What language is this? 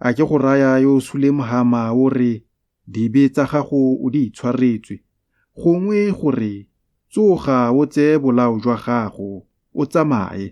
Tswana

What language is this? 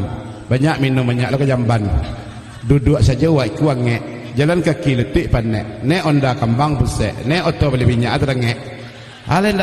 Minangkabau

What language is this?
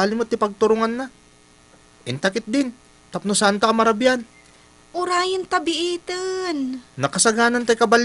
Iloko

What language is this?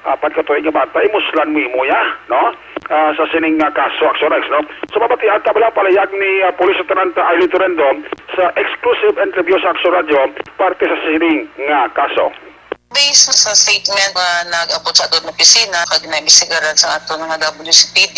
Hiligaynon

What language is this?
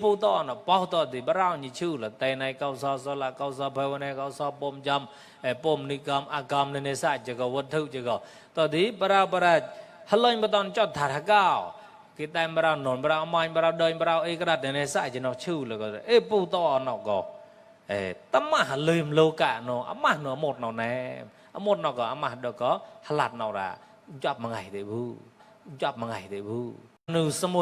Mon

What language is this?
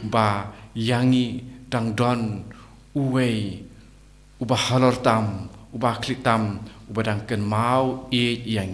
Khasi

